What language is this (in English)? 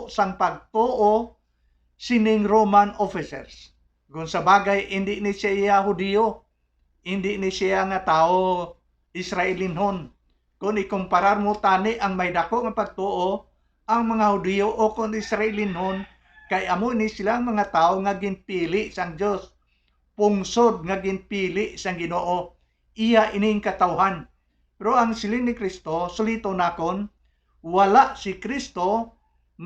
Hiligaynon